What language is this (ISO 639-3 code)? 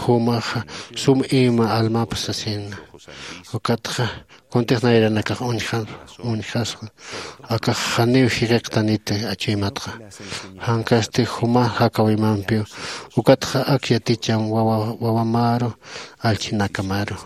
aym